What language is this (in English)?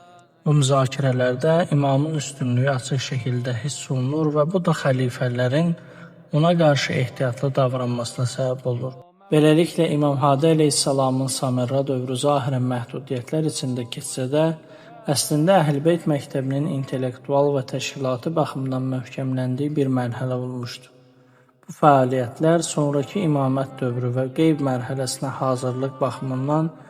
Azerbaijani